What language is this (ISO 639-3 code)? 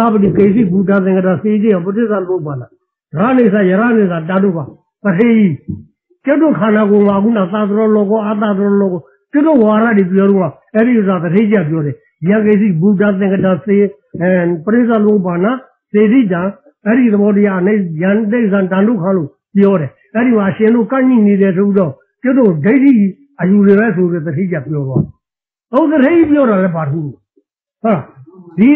mya